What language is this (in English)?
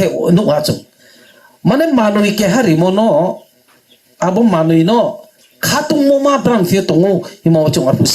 Riang (India)